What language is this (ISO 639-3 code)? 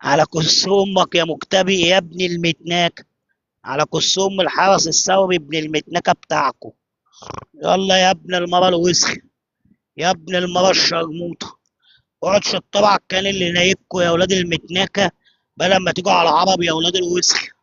arz